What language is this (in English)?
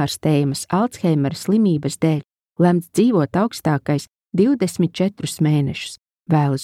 Latvian